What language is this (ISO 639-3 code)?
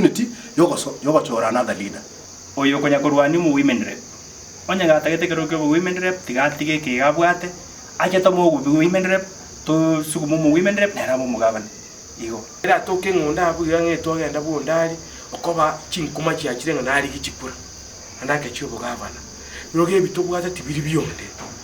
guz